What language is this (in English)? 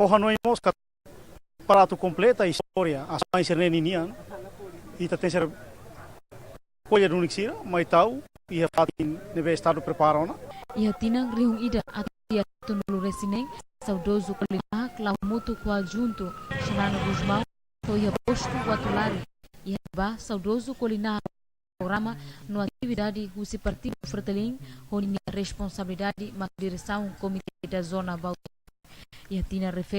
Tetum